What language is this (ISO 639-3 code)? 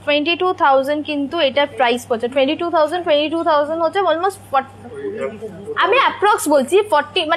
ben